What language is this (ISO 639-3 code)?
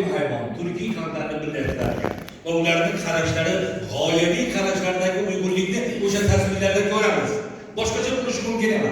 uzb